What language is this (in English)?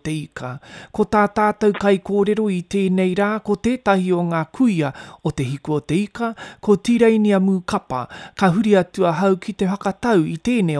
Māori